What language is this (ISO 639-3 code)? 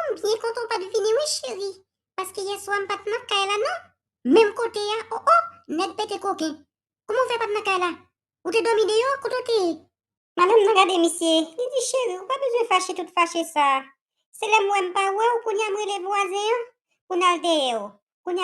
hat